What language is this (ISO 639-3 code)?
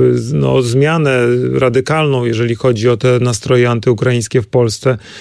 pol